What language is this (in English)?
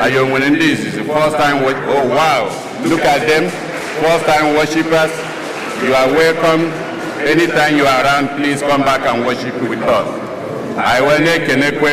Igbo